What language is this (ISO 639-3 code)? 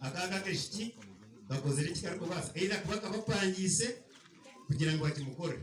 nyn